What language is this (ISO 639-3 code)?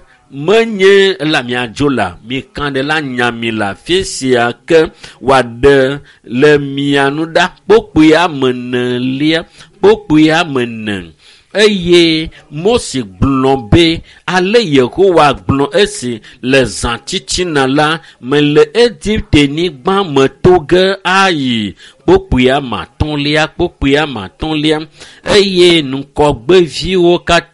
ewe